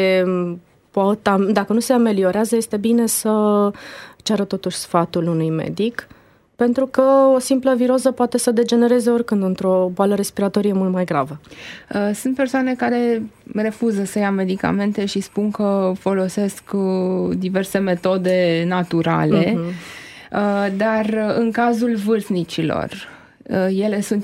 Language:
Romanian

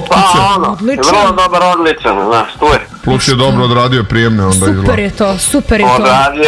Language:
Serbian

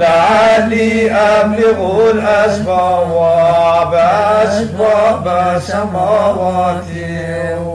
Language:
Kurdish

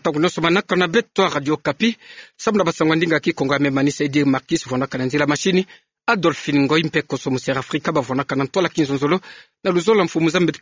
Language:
Kituba (Democratic Republic of Congo)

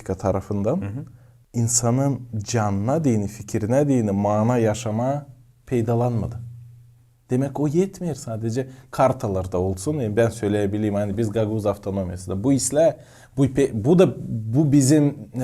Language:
Gagauz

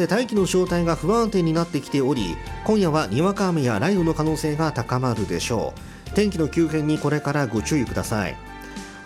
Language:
Japanese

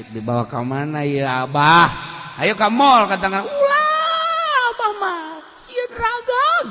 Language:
Sundanese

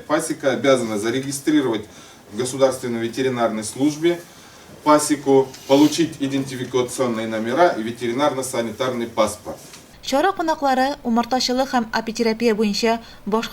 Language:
Tatar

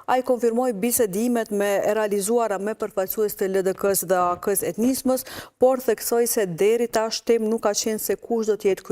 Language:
Albanian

